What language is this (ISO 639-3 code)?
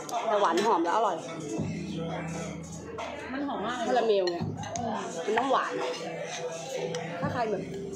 tha